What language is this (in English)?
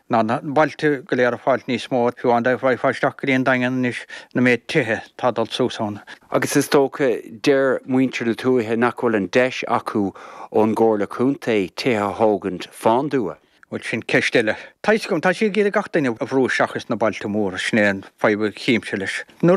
Irish